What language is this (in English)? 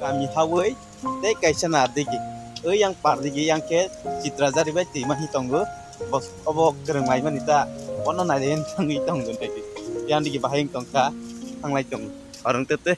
Kok Borok